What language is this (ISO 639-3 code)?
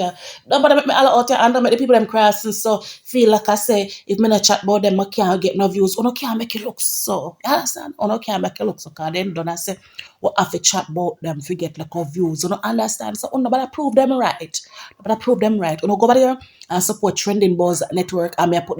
jam